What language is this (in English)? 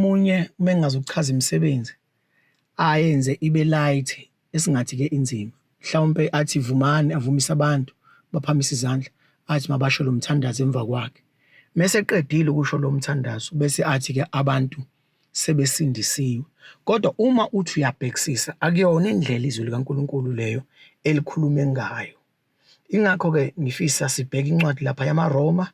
Zulu